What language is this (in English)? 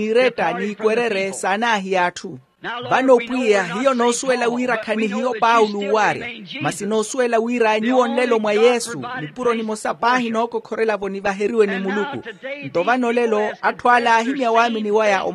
Makhuwa